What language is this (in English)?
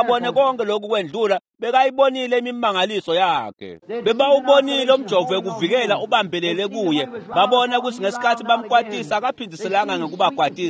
Swati